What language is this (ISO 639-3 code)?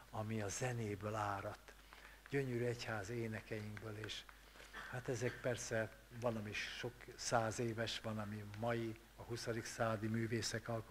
hun